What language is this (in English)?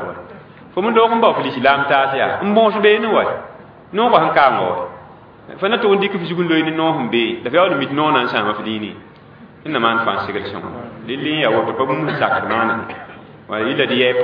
Mossi